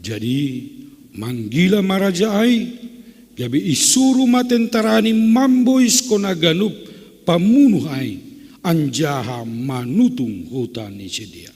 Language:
Batak Simalungun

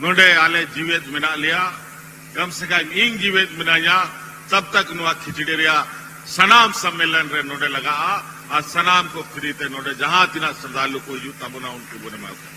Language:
Santali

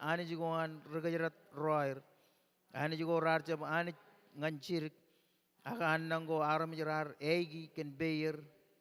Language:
Marshallese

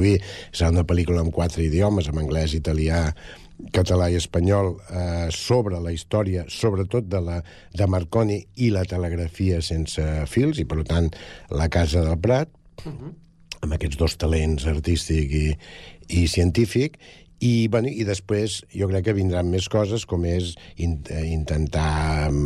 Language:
Catalan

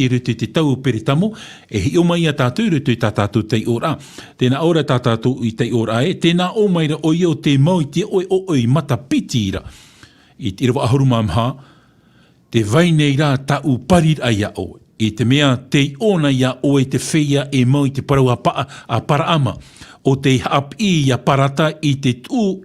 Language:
Tahitian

